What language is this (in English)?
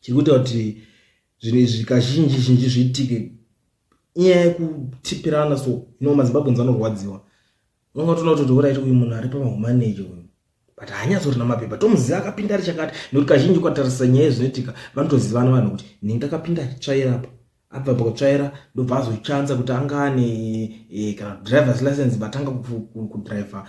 Shona